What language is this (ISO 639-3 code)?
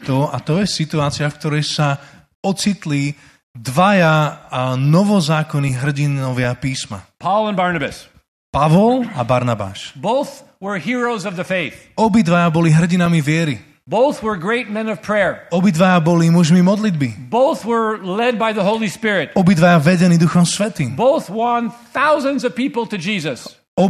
slk